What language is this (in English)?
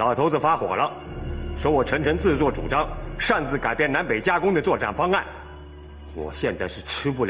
Chinese